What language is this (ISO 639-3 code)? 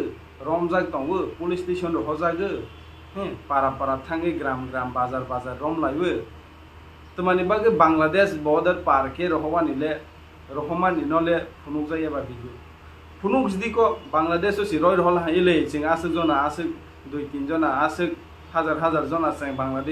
trp